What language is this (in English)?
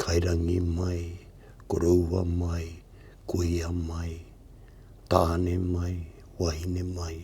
Māori